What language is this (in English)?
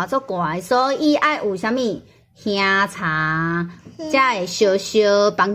Min Nan Chinese